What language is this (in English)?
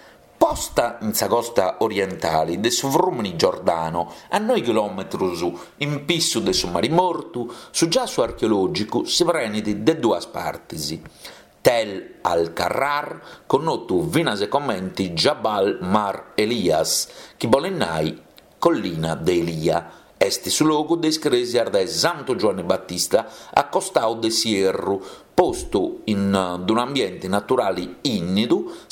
Sardinian